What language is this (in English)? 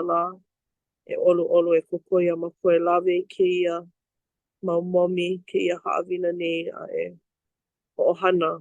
Hawaiian